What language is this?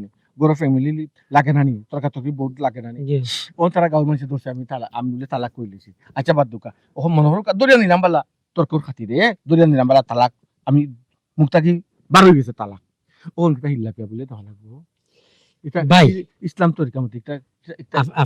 Sylheti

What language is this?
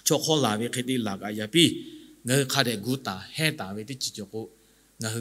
Lahu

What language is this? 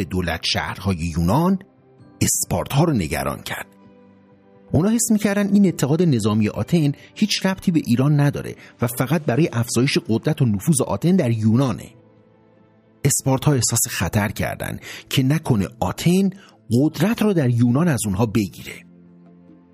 Persian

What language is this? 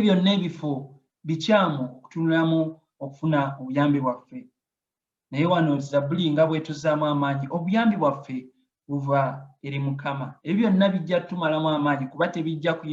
Ganda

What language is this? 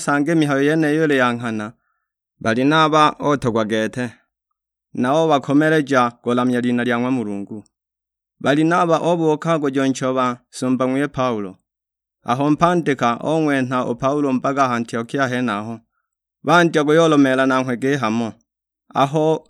Sukuma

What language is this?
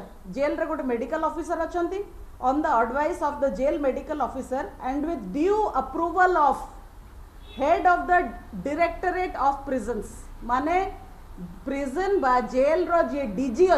Odia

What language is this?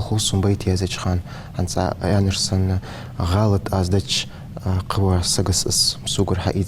Ingush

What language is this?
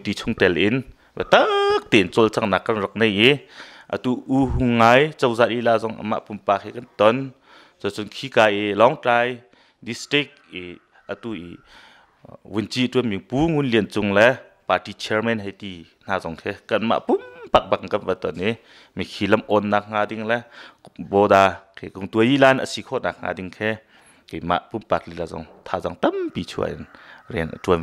Hakha Chin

